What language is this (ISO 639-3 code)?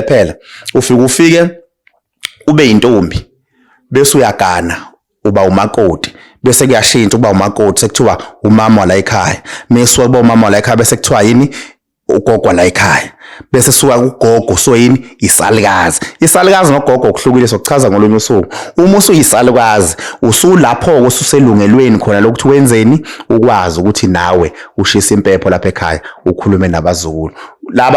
zul